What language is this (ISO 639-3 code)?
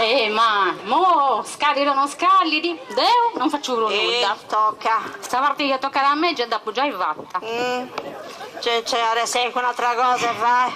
srd